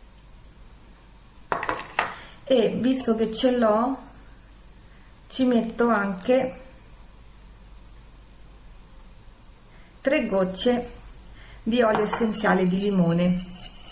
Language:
Italian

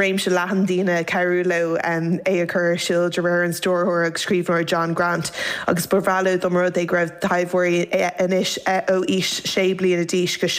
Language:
Irish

